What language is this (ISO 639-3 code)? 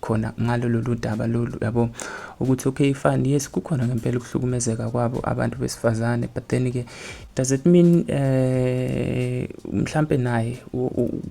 zul